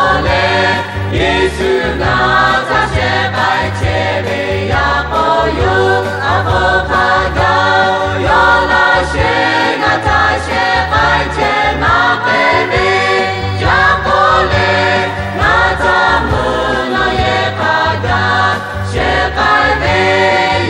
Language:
Lahu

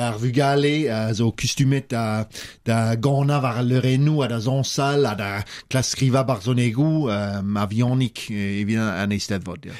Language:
Breton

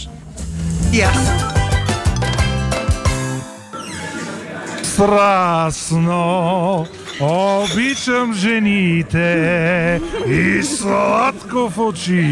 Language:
Bulgarian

